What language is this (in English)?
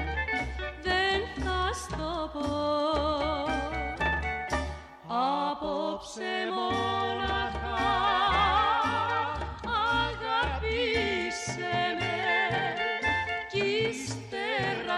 Greek